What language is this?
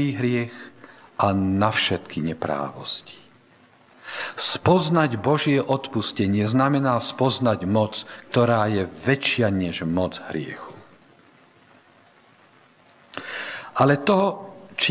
Slovak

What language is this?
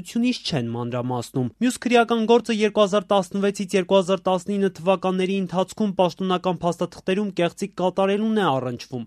Armenian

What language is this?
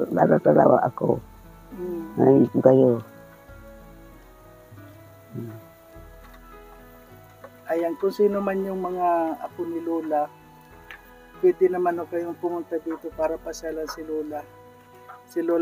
Filipino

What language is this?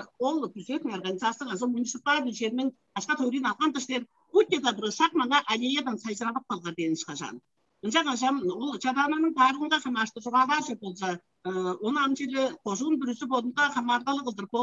Tuvinian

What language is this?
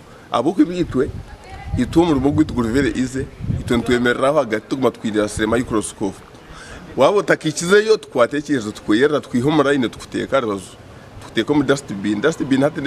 Nyankole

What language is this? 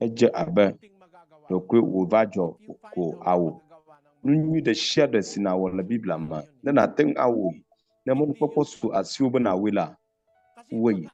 Ewe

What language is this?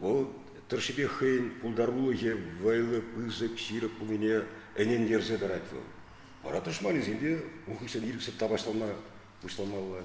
Chuvash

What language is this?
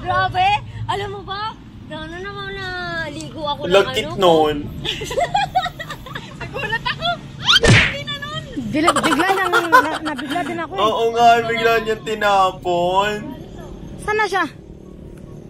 Filipino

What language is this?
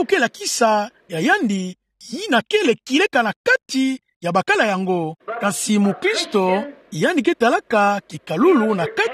Kituba (Democratic Republic of Congo)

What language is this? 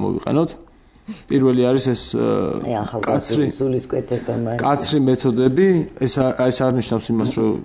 Georgian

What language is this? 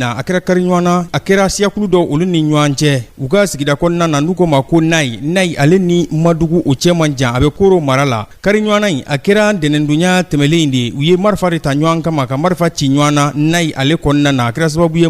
Bambara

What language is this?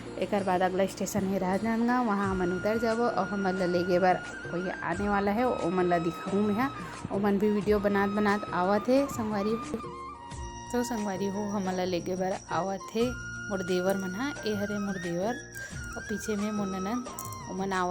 Chhattisgarhi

